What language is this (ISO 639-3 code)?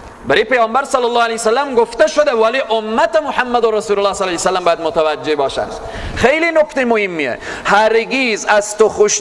fas